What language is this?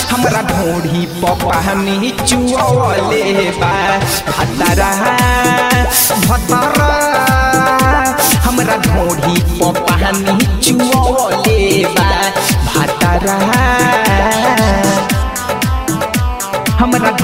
Bhojpuri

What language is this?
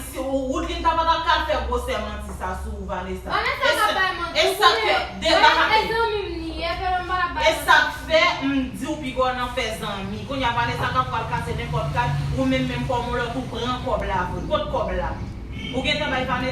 Haitian Creole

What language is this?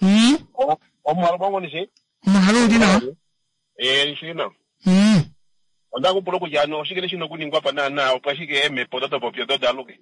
Kuanyama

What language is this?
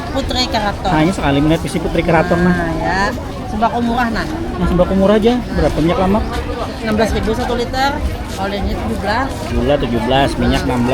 Banjar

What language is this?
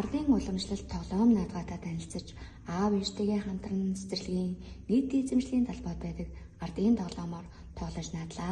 Mongolian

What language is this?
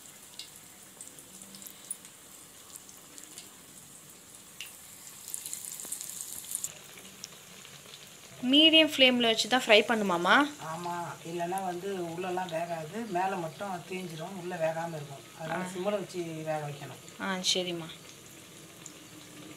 Tamil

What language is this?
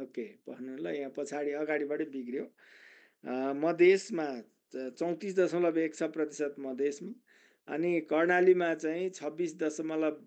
Nepali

